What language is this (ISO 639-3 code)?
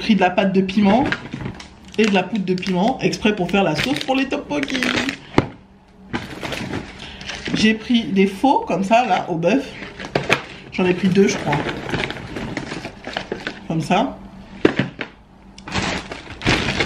fra